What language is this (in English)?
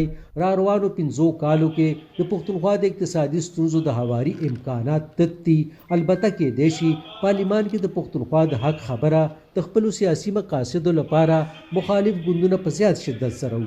Pashto